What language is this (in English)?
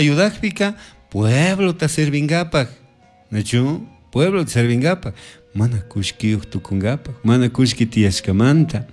Chimborazo Highland Quichua